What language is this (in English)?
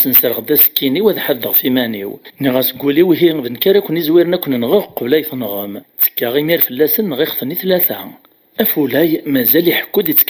Kabyle